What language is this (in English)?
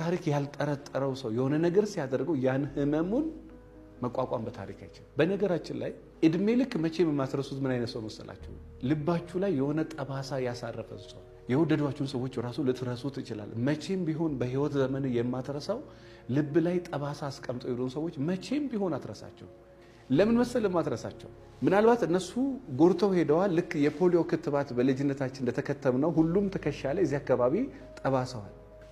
Amharic